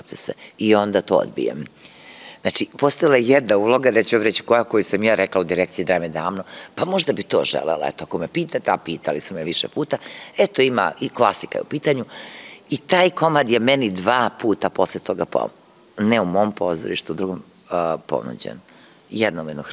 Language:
Serbian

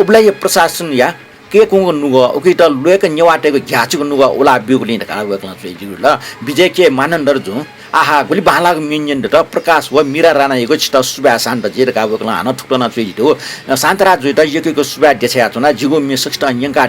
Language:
Newari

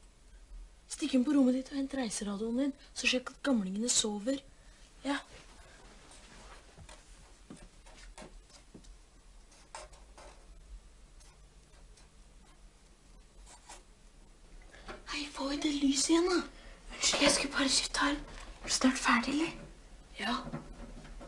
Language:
Norwegian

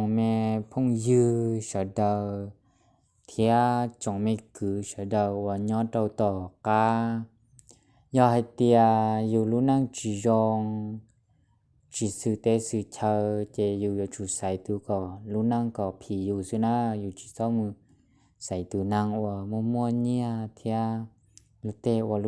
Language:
Hmong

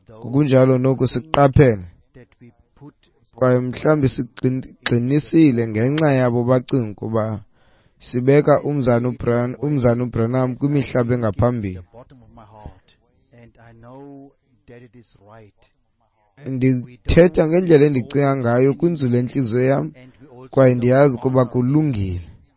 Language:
Xhosa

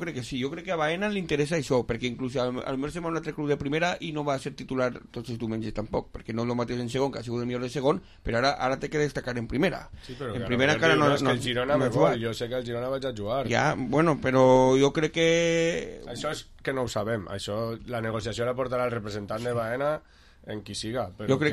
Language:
Catalan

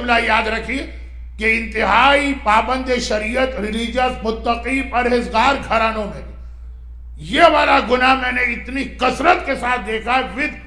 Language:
Urdu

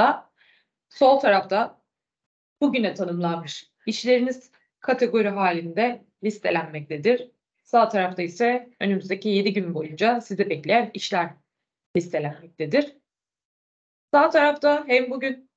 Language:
Turkish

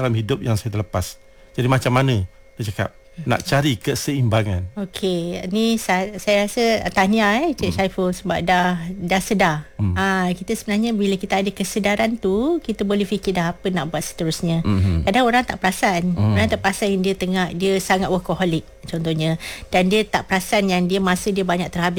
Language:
Malay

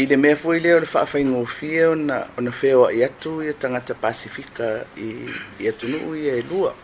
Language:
Samoan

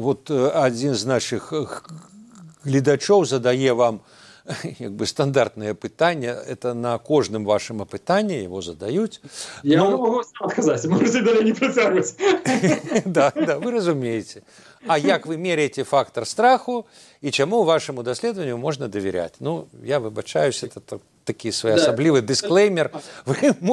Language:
Belarusian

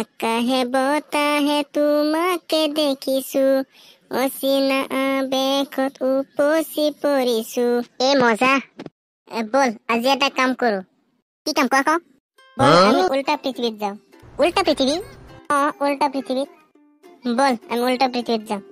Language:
Assamese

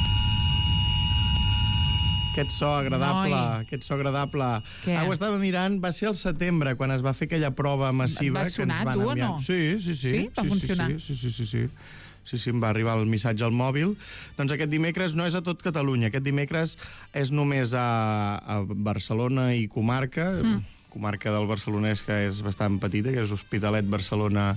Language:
Catalan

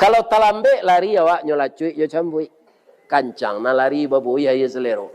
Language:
Minangkabau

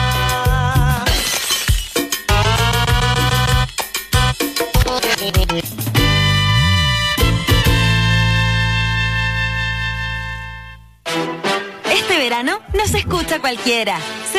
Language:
Spanish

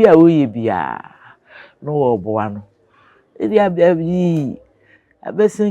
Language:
Akan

